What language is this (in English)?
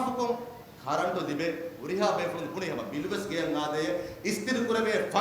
Divehi